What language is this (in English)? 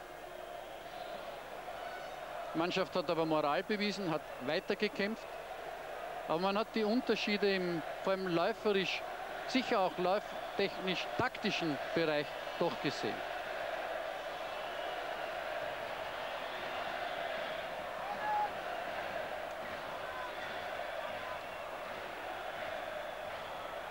German